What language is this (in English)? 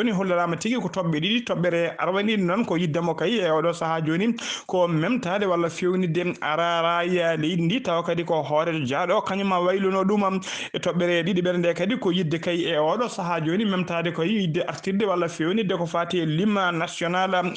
Fula